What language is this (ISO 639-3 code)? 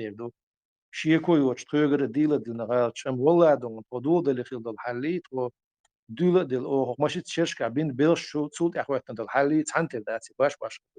che